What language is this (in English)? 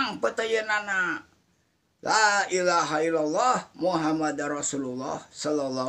Sundanese